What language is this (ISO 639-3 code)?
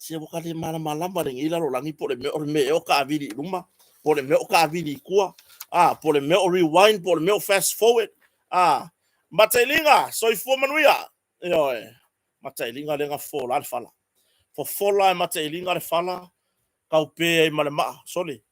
smo